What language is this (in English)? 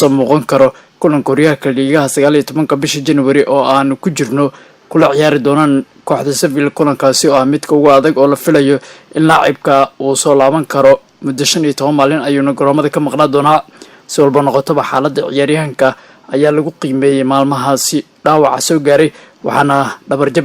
Somali